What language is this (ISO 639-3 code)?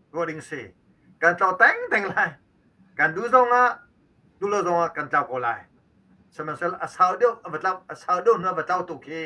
cnh